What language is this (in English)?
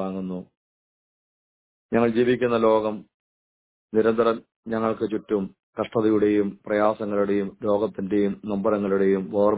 Malayalam